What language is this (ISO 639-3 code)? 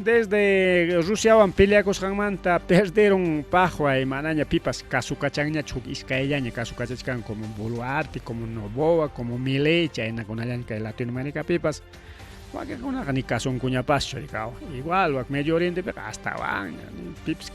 quy